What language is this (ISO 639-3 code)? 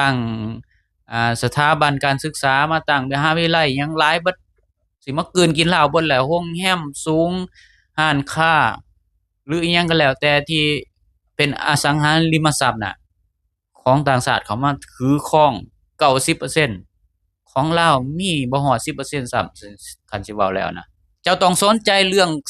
lao